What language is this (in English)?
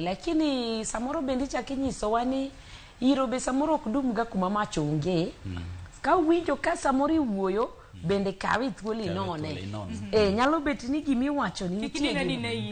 Luo (Kenya and Tanzania)